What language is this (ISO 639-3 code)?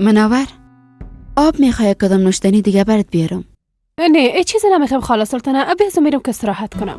fas